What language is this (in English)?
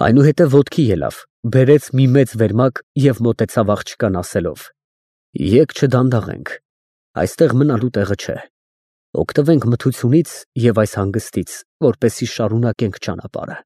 Armenian